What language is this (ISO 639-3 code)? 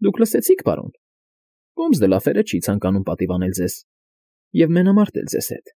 hye